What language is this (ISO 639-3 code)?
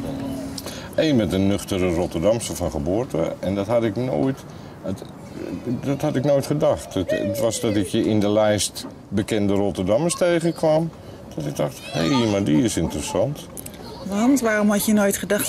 nld